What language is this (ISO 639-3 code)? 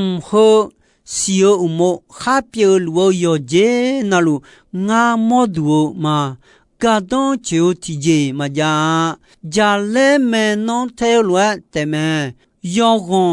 ahk